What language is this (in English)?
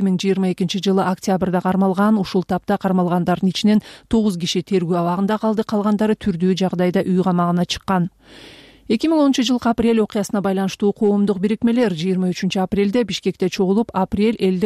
Kyrgyz